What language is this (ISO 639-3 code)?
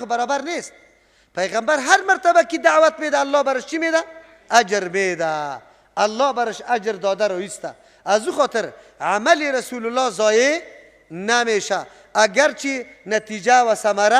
fas